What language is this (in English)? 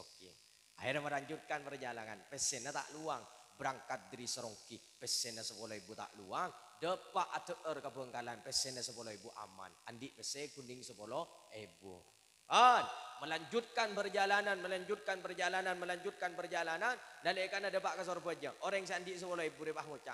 Madurese